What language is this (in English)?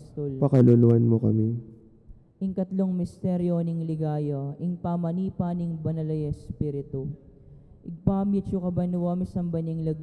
Pampanga